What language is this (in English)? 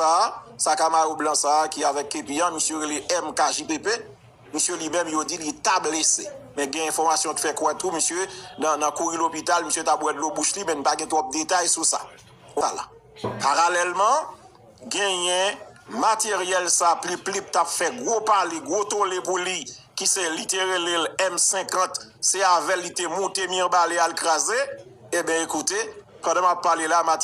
Haitian Creole